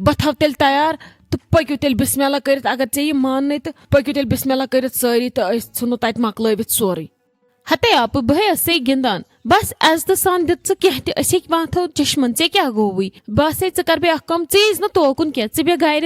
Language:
Kashmiri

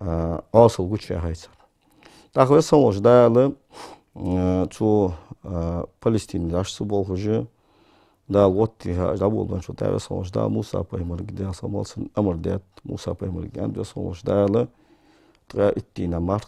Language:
Ingush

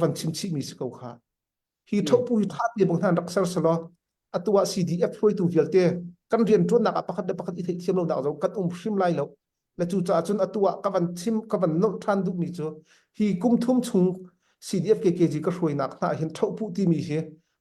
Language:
Hakha Chin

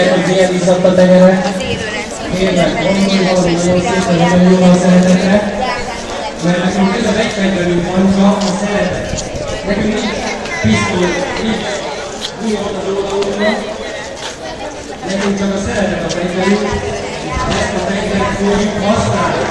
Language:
Hungarian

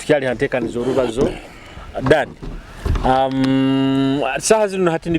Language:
Nyoro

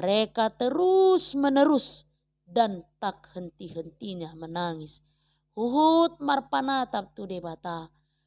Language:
Batak Toba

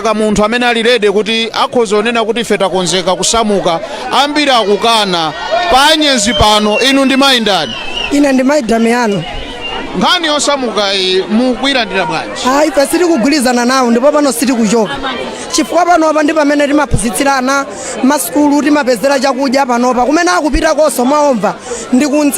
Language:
Nyanja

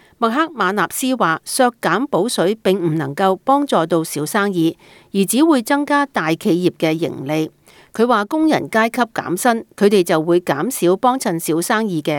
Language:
Cantonese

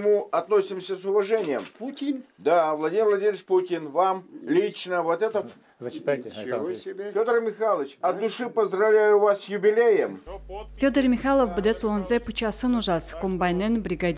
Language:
Udmurt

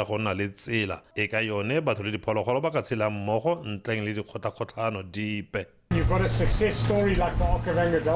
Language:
Tswana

